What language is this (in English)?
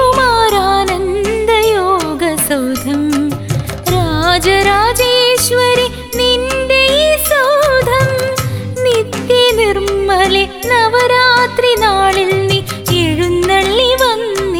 Malayalam